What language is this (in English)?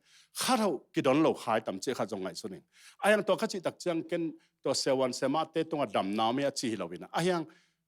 Tedim Chin